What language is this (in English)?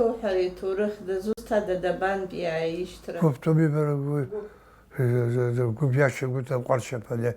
Abkhazian